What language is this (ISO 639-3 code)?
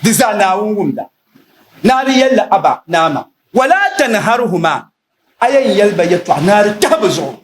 dag